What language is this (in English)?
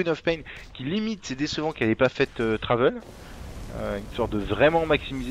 French